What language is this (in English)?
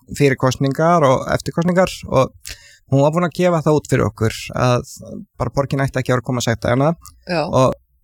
Icelandic